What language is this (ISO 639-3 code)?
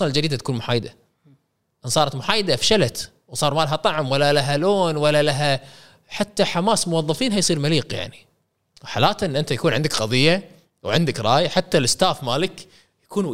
afb